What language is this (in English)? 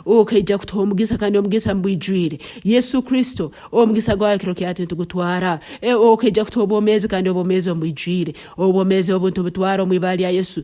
Nyankole